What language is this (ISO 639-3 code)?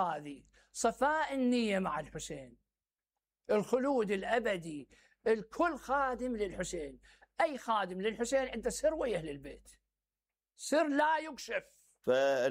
acm